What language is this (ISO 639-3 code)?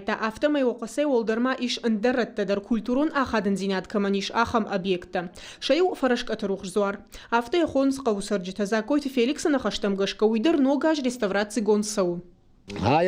oss